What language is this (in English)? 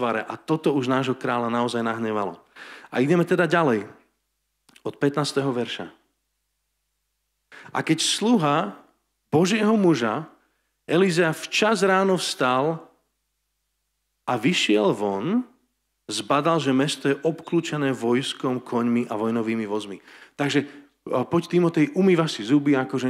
Slovak